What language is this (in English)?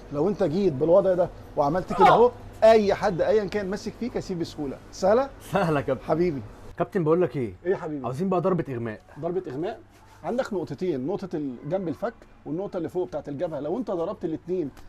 Egyptian Arabic